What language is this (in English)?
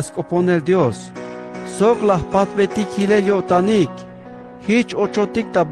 Tzeltal